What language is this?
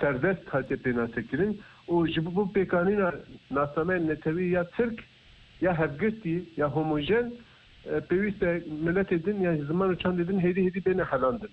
Kurdish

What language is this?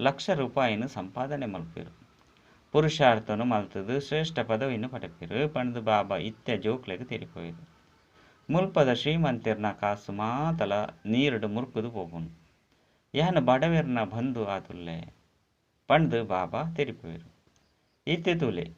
Tulu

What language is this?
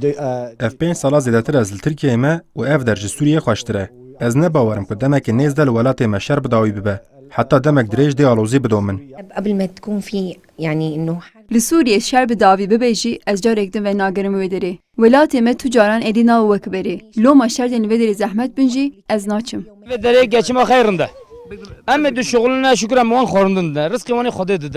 Kurdish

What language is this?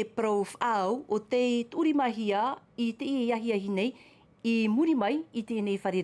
Tahitian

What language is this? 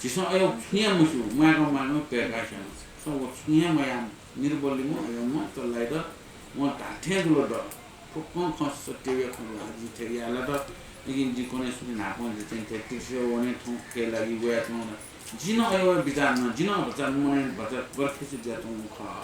Newari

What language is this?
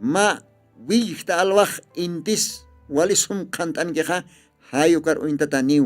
Aymara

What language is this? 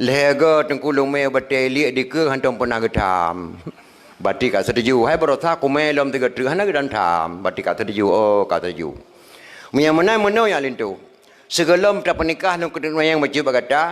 Achinese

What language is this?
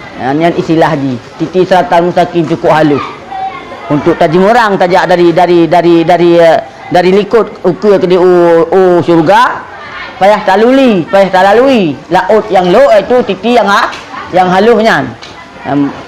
Achinese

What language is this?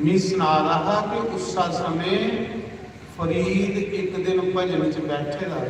Dogri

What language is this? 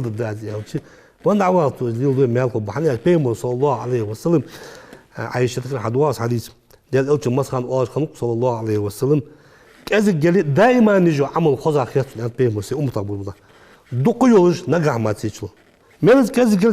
Ingush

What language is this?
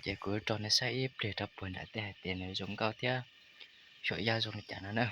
Hmong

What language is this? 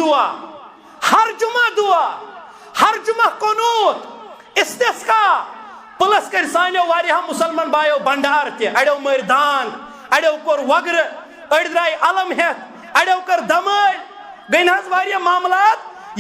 Kashmiri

